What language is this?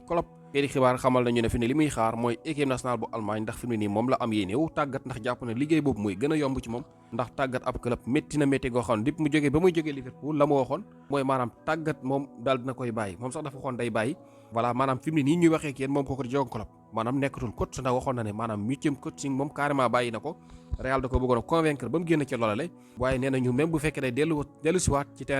Wolof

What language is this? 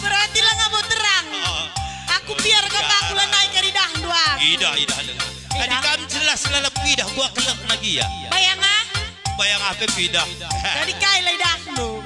Batak Karo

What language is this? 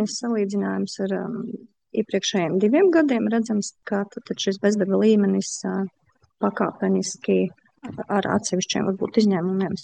Latvian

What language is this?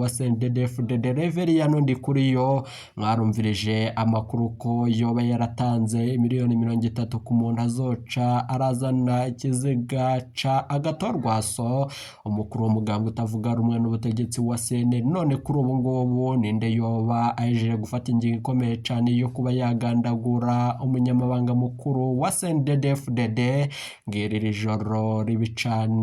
Rundi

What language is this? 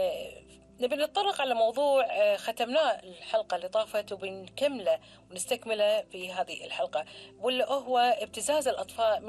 Gulf Arabic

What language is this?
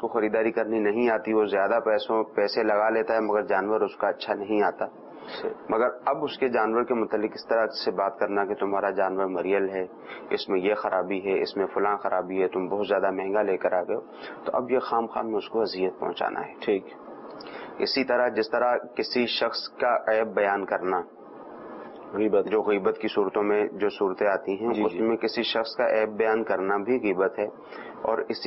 Urdu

